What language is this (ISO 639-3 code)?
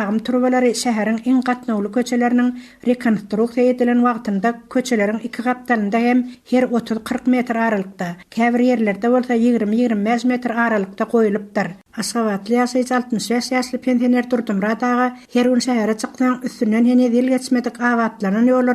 tuk